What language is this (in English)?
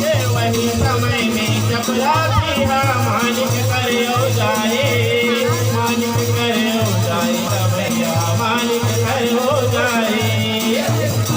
Chhattisgarhi